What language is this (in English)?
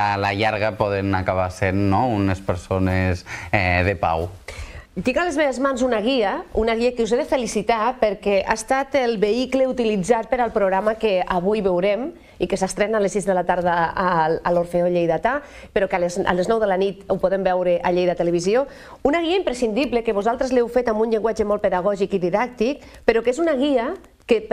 Catalan